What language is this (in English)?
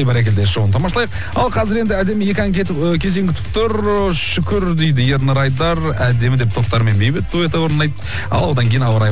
Kazakh